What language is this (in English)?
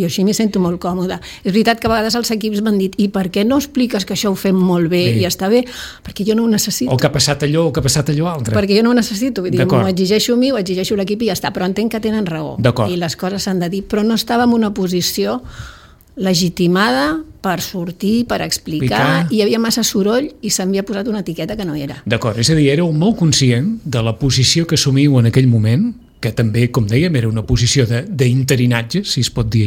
Catalan